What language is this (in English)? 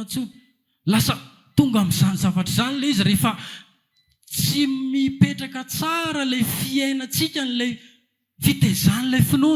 Malagasy